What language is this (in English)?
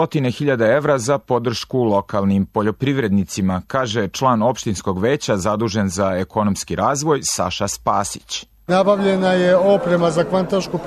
Serbian